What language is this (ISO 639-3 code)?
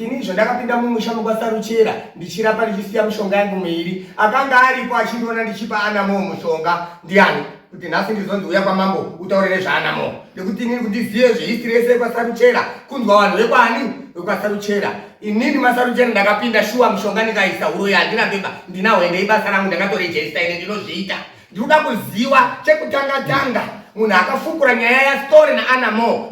sna